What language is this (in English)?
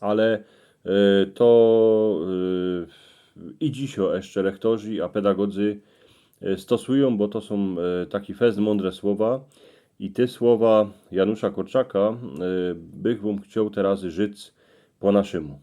Silesian